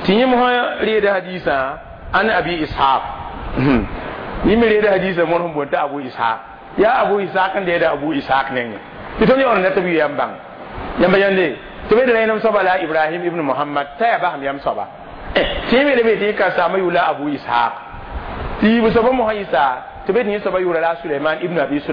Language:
Mossi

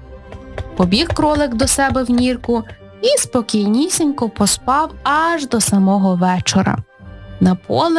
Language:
Ukrainian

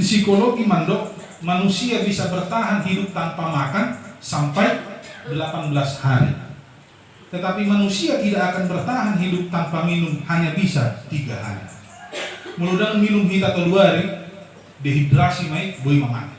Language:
Batak Toba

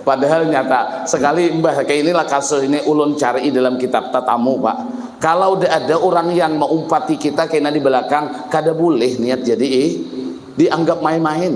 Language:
Banjar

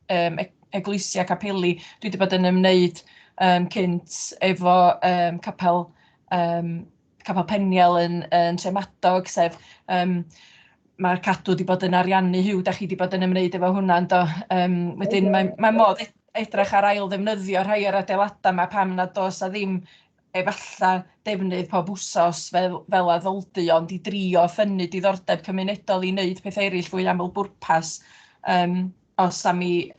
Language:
Welsh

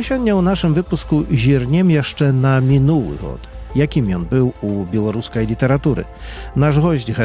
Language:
Belarusian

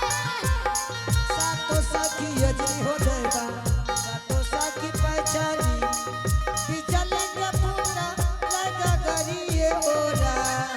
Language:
Angika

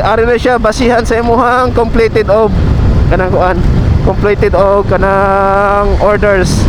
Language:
Cebuano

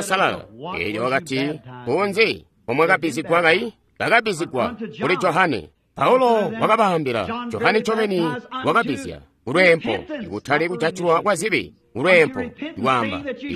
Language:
Tonga (Zambia)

